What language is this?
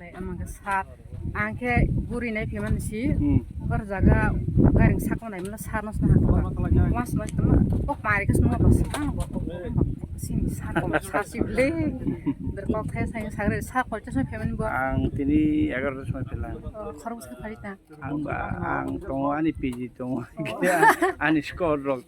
Kok Borok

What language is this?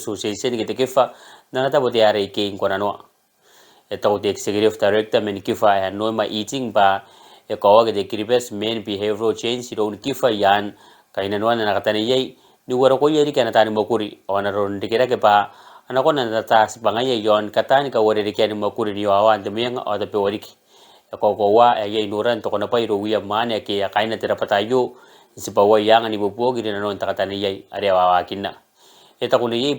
Gilbertese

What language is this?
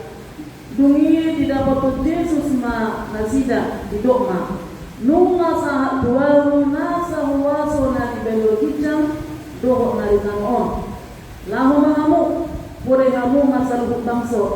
Batak Toba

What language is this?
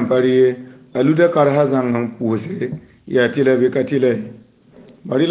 Mossi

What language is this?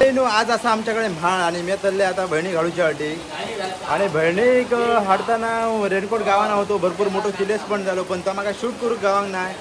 Konkani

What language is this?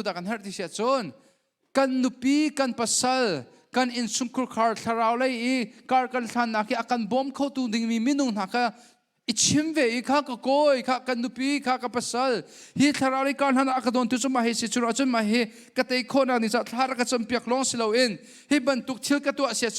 Hakha Chin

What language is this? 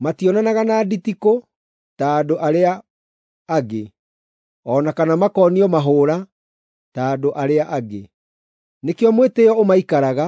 Kikuyu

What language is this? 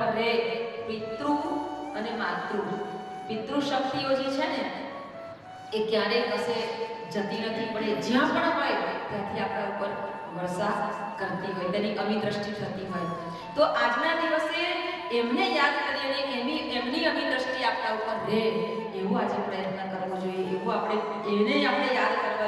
Gujarati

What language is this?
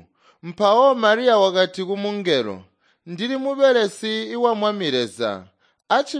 Tonga (Zambia)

